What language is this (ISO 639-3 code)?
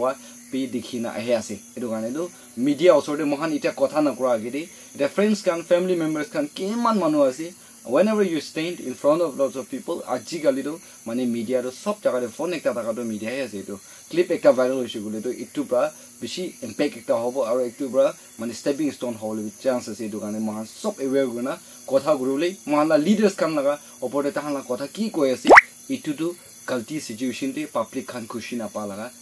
nag